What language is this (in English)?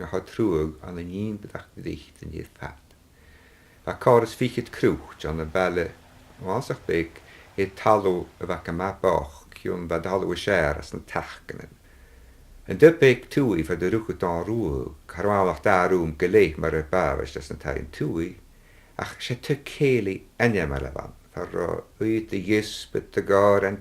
Scottish Gaelic